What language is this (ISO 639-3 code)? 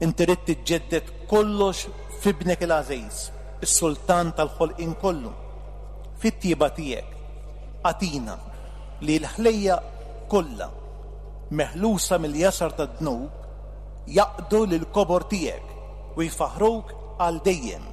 mlt